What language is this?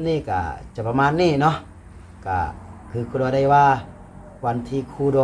Lao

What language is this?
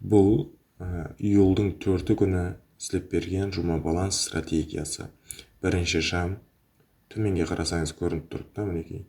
Kara-Kalpak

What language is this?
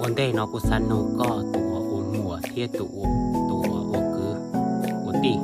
Hmong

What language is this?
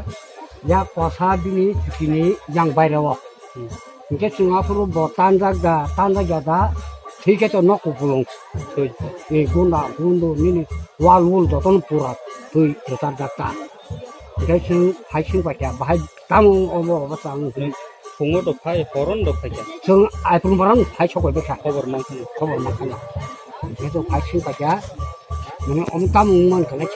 Kok Borok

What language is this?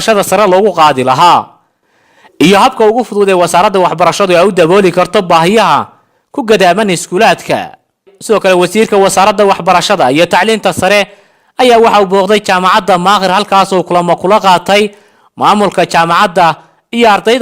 Somali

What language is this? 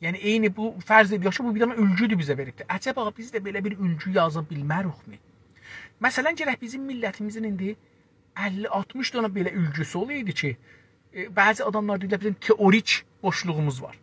South Azerbaijani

